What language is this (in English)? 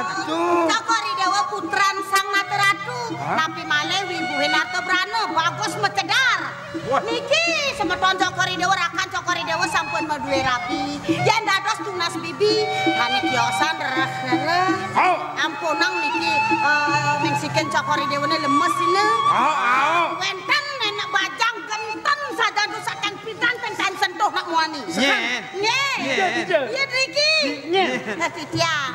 Balinese